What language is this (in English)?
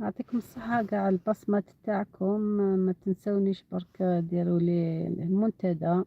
Algerian Arabic